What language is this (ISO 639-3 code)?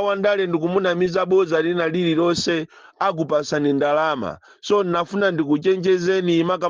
nya